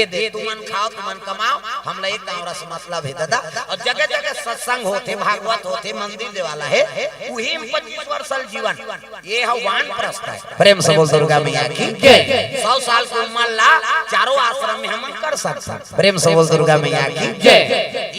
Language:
Chhattisgarhi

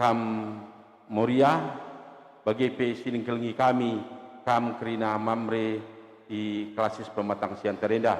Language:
Batak Karo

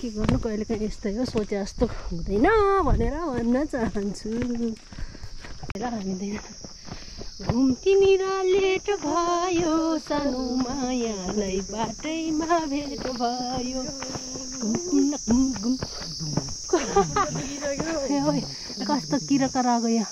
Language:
Nepali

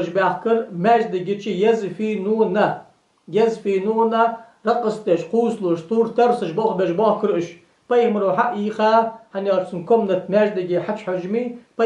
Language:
Ingush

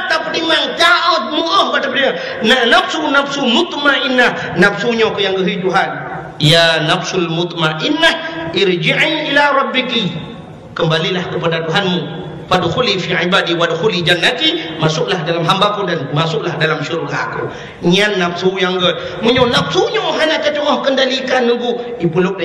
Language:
Achinese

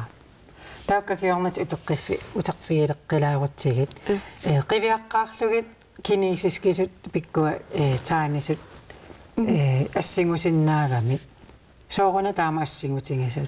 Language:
Kalaallisut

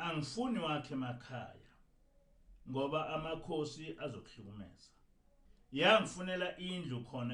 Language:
Zulu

